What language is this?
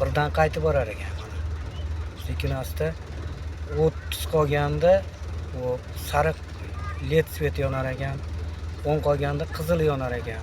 Uzbek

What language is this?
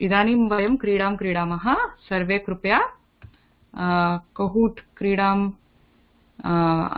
Sanskrit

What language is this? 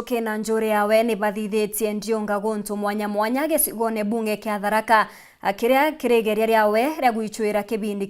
Meru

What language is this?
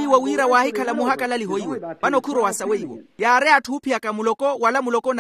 Makhuwa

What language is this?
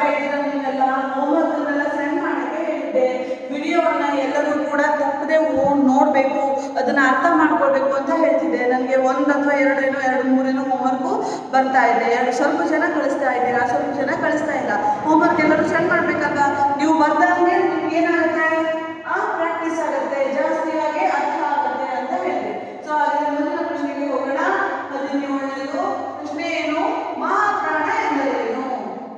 Kannada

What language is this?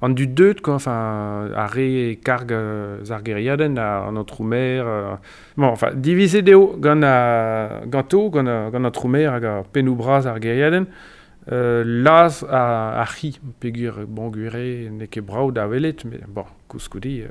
Breton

